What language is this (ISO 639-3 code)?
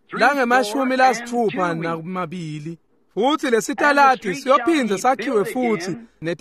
ssw